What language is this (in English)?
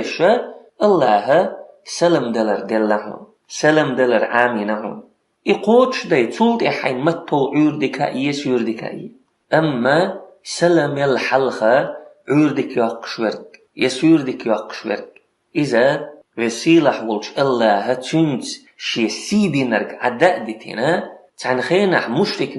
Chechen